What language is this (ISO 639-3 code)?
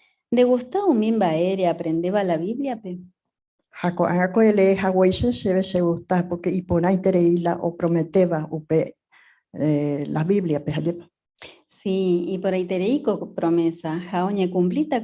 grn